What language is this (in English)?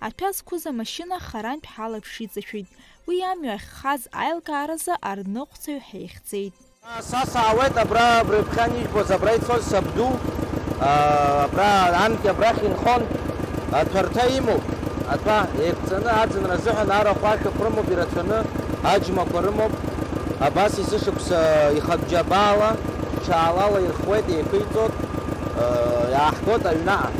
Abkhazian